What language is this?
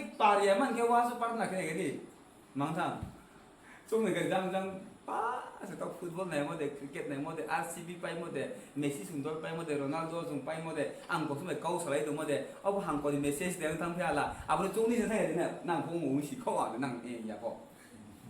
Riang (India)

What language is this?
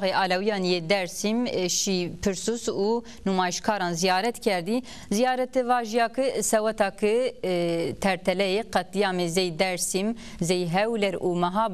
Zaza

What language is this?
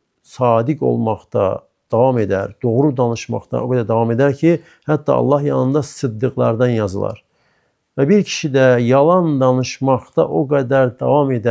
Azerbaijani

